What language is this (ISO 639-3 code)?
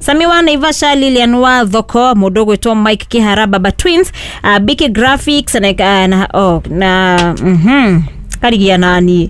kik